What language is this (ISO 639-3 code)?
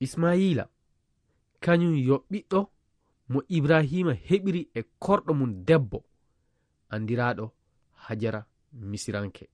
ful